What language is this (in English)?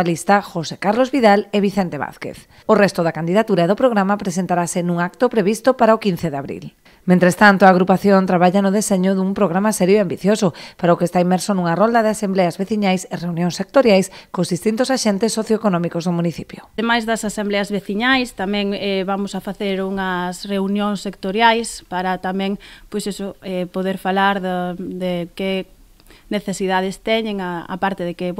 Galician